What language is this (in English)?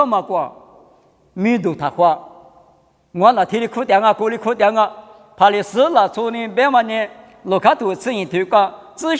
Lisu